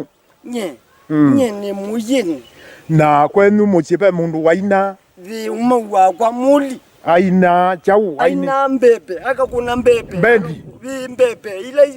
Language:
Kamba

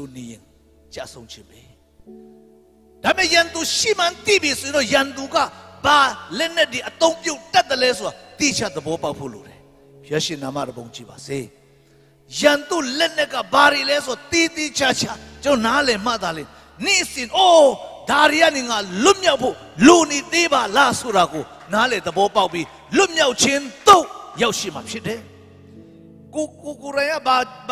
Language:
Burmese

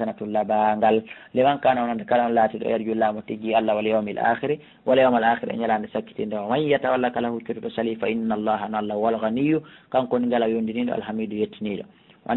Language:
Pular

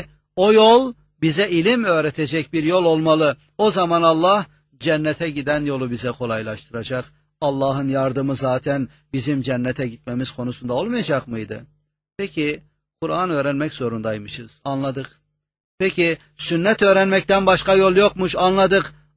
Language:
Turkish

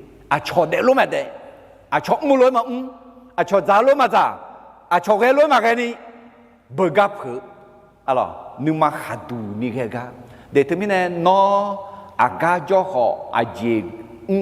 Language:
Akha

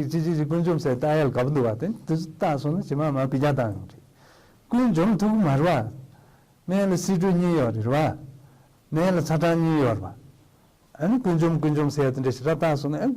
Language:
Tibetan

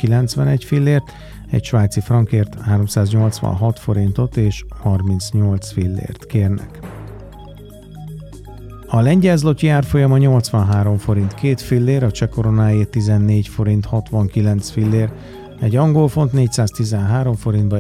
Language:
Hungarian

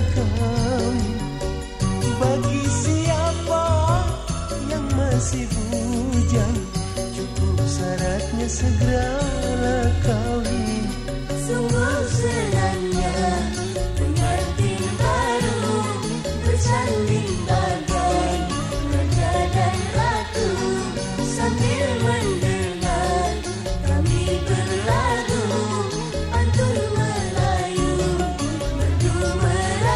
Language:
Malay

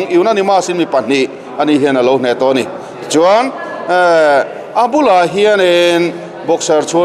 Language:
Mizo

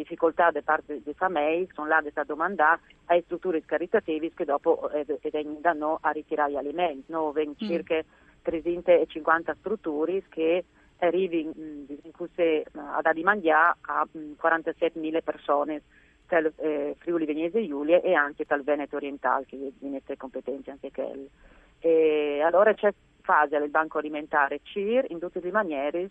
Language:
Friulian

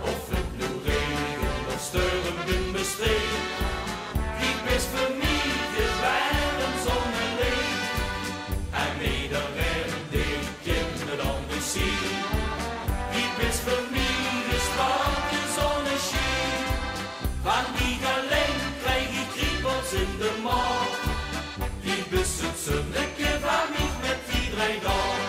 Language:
Limburgish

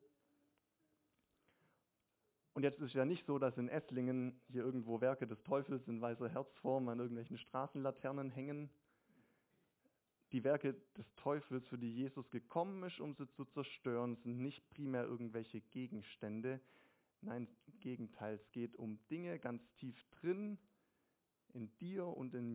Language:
German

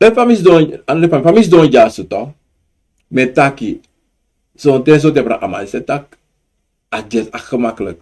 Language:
Sranan Tongo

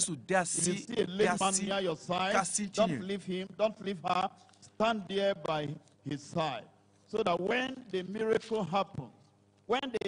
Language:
Ewe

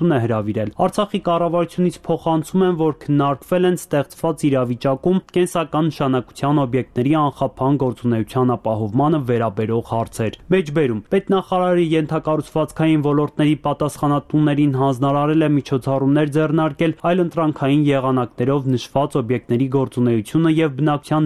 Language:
Armenian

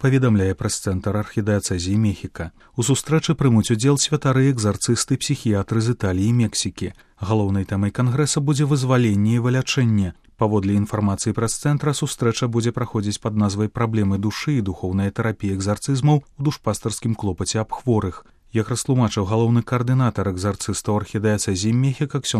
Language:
Belarusian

